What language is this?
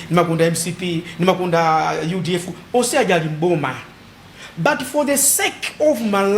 Nyanja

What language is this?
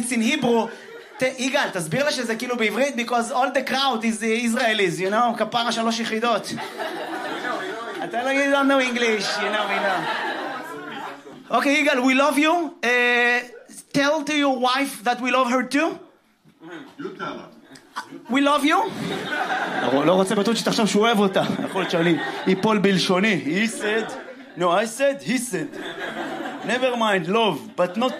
Hebrew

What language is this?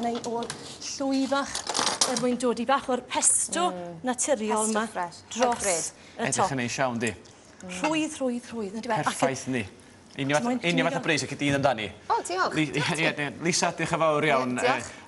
Welsh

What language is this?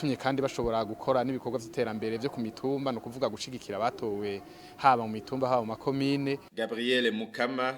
Rundi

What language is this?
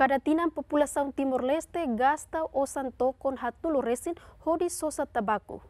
Tetum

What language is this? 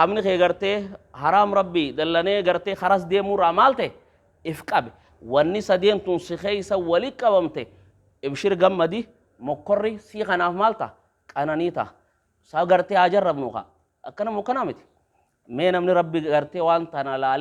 Oromo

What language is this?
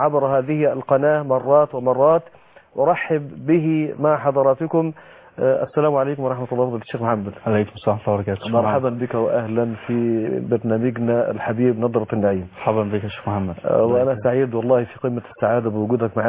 Arabic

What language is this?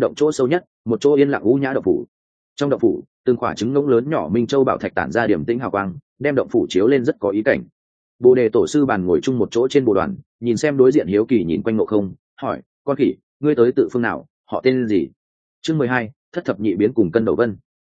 Vietnamese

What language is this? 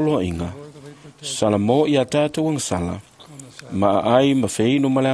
Samoan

